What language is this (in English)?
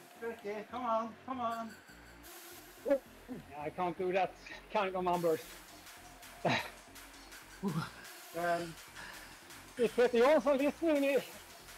English